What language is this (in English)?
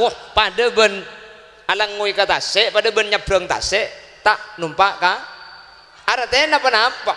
Madurese